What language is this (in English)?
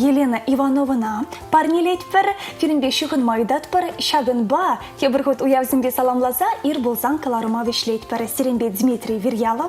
Chuvash